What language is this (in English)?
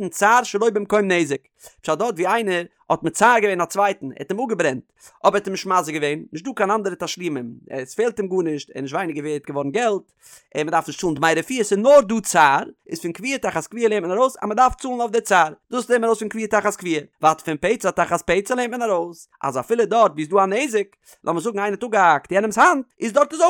Yiddish